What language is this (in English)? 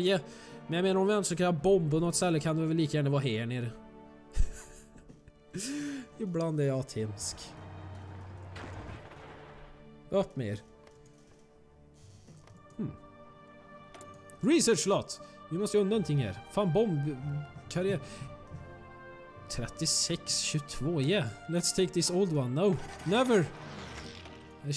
Swedish